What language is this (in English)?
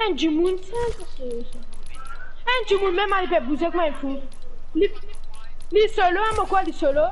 Morisyen